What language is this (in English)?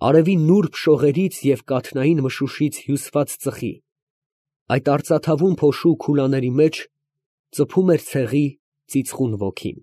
Armenian